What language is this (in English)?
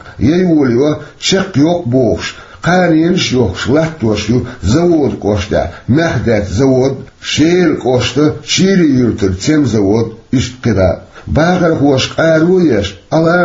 Chechen